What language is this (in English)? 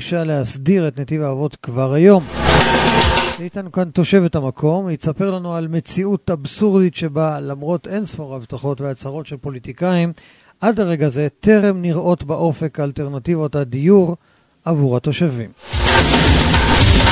Hebrew